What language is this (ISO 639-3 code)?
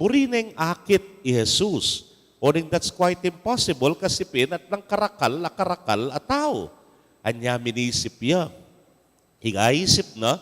pam